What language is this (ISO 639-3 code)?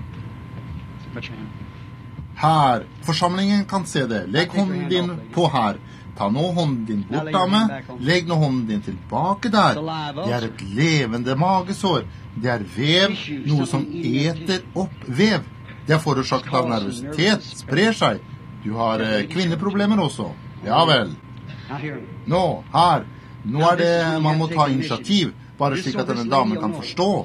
nor